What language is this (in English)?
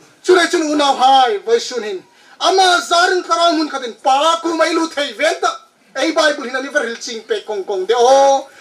Hmar